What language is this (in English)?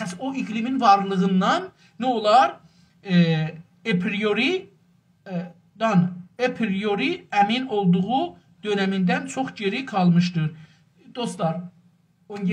South Azerbaijani